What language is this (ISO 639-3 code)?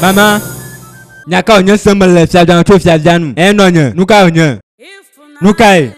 ewe